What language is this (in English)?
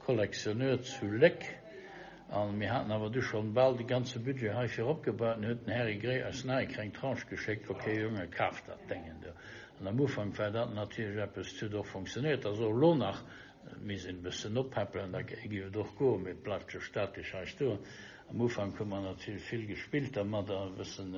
Luxembourgish